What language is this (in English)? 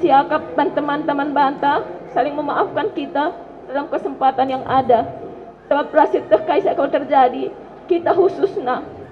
Batak Karo